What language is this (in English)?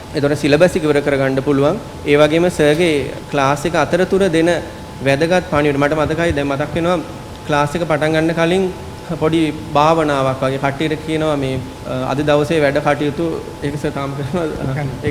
Sinhala